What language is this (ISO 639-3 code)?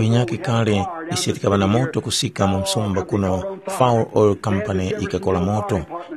tum